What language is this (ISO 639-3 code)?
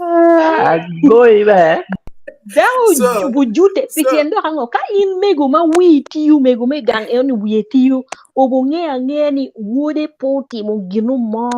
ach